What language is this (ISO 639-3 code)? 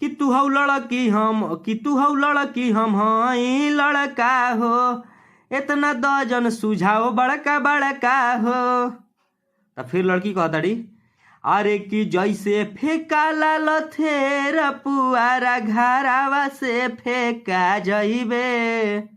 bho